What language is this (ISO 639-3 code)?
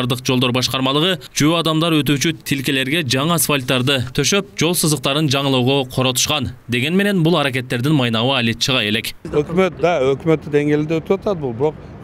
kir